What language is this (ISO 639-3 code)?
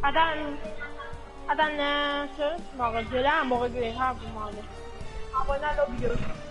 mfe